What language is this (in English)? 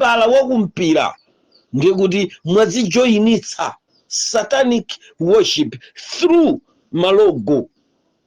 Nyanja